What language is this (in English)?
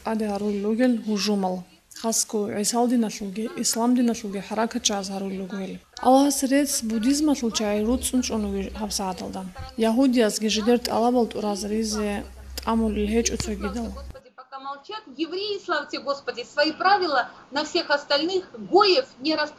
Avaric